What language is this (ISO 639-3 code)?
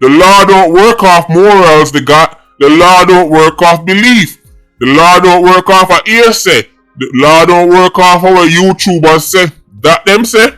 jam